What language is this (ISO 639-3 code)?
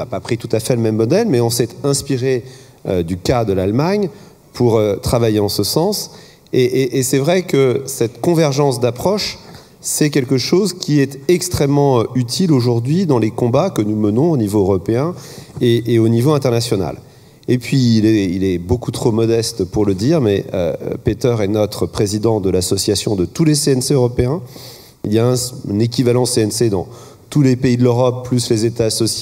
fra